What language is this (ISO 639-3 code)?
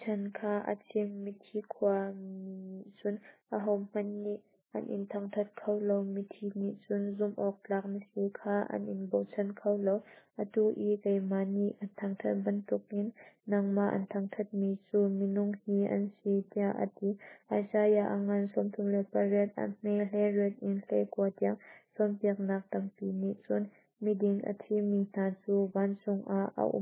cnh